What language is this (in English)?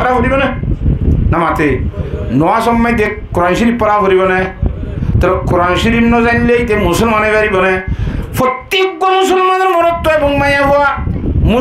Rohingya